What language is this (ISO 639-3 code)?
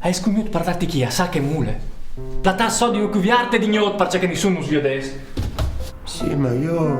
fur